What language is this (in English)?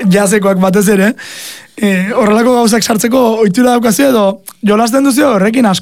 Basque